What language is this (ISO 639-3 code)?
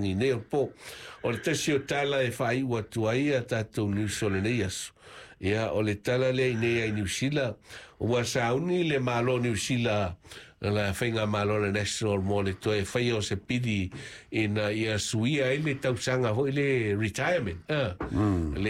smo